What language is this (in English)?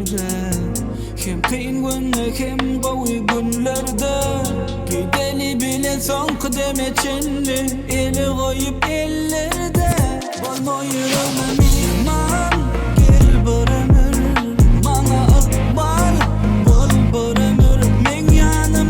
Turkmen